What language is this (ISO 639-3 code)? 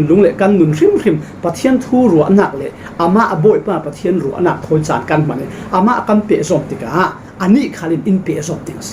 cfm